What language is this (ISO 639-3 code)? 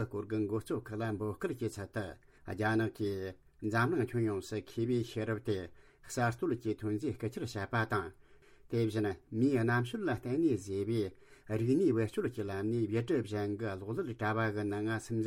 bod